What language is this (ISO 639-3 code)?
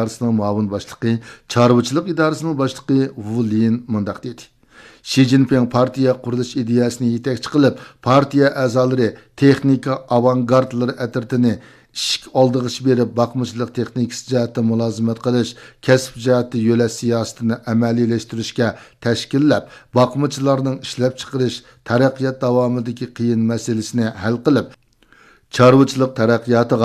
uig